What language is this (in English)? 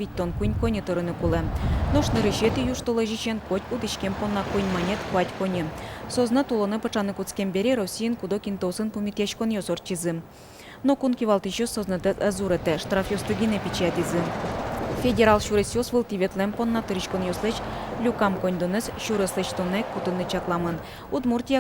Udmurt